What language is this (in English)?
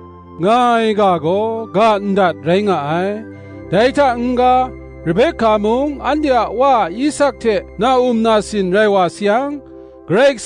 Kachin